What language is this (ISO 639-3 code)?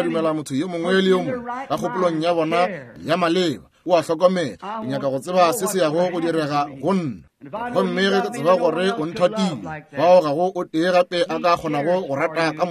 nso